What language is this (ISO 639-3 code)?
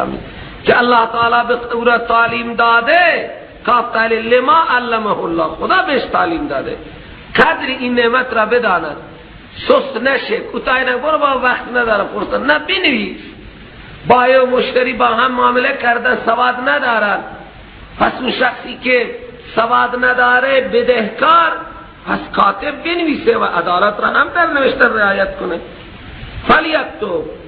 fas